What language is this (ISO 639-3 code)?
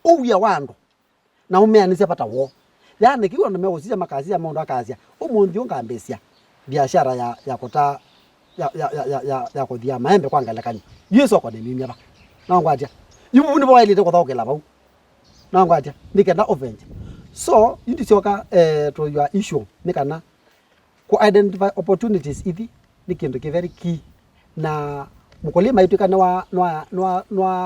kam